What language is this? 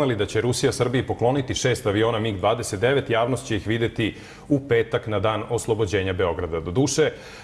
Serbian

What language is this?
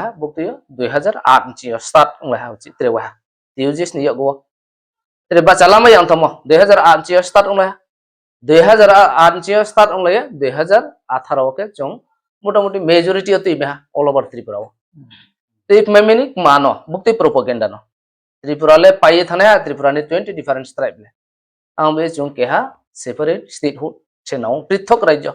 Riang (India)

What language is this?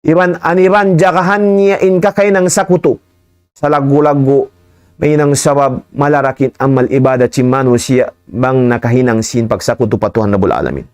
Tausug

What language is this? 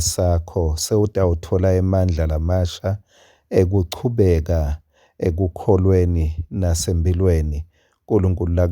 Swati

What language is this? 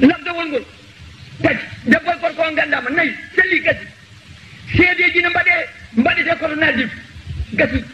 Fula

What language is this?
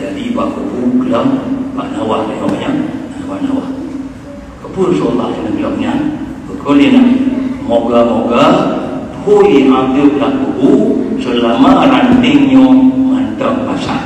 Achinese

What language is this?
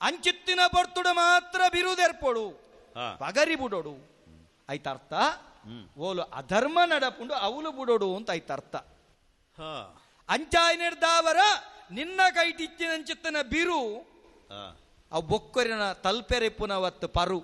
Tulu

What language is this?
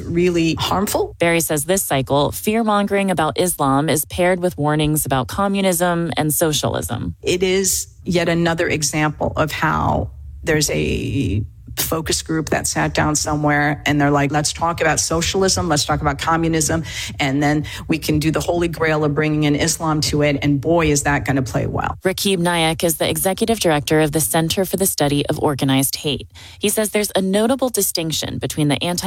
English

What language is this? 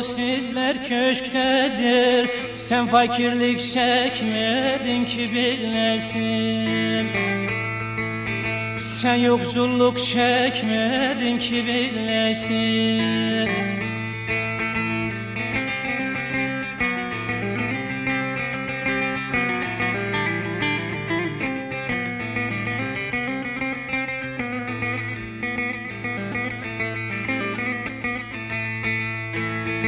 Turkish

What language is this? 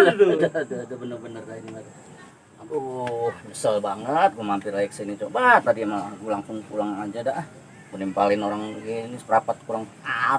Betawi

